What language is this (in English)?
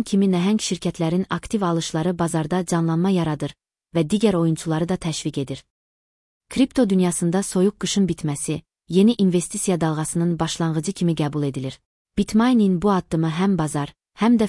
Azerbaijani